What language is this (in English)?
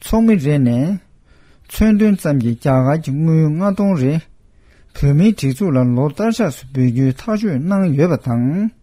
Tibetan